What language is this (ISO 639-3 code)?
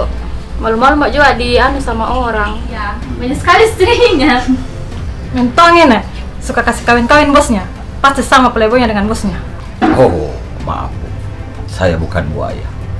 mfp